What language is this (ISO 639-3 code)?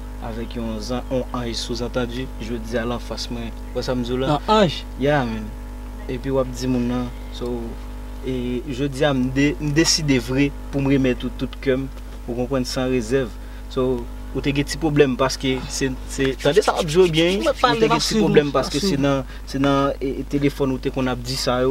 hat